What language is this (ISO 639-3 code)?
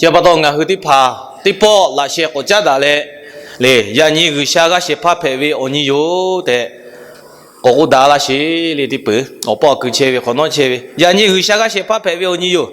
lhu